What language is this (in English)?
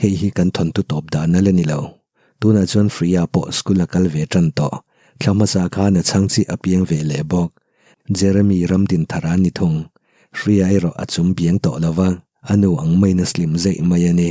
Mizo